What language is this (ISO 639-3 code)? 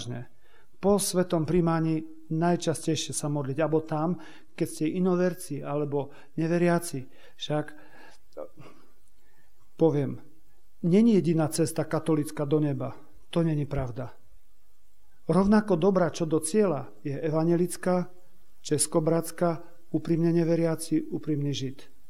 slk